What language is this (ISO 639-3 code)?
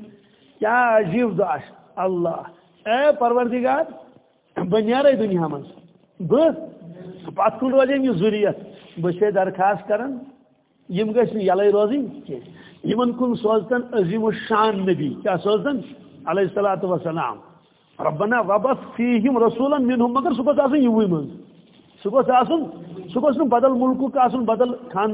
kas